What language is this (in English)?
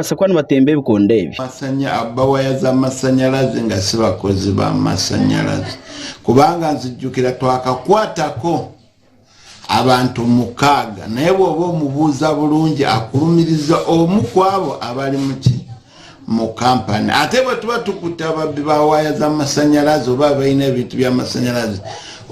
Nyankole